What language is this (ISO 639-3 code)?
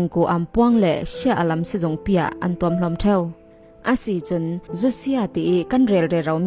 cfm